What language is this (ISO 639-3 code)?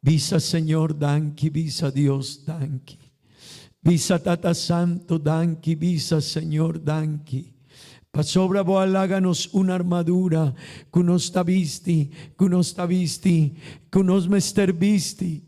pap